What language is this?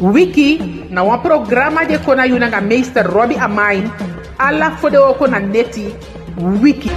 Eastern Maroon Creole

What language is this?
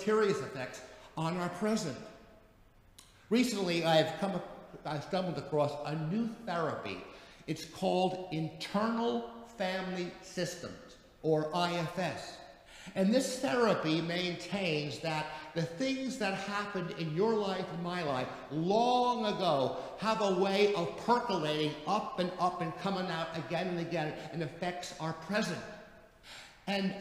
English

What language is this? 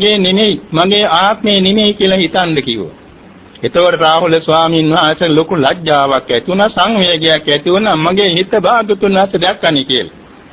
Sinhala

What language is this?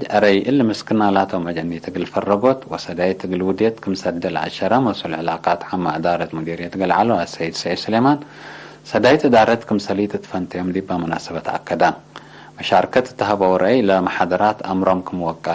Tigre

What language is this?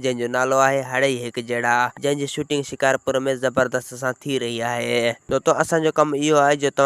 Sindhi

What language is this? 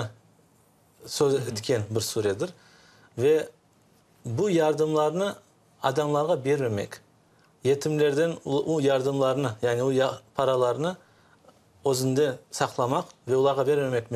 Crimean Tatar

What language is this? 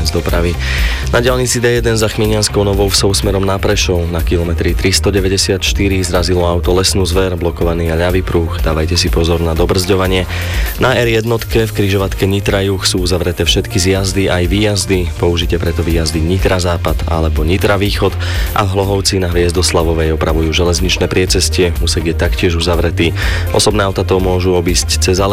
Slovak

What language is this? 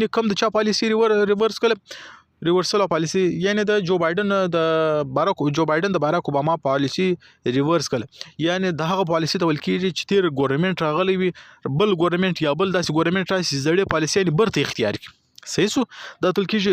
Pashto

